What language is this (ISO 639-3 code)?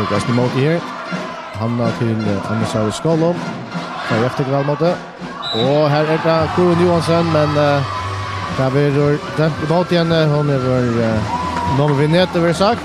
fao